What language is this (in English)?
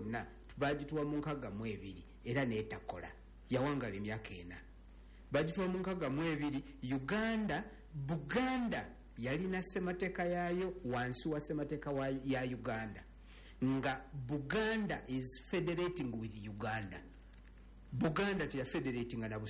Ganda